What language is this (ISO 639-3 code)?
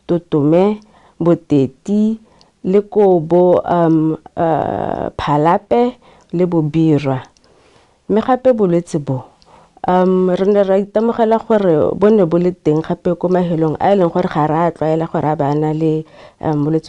tsn